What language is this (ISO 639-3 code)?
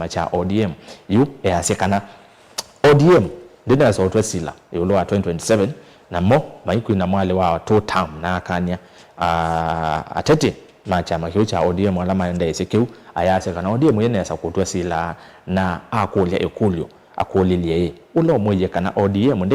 kam